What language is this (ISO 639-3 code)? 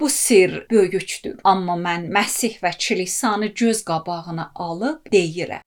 aze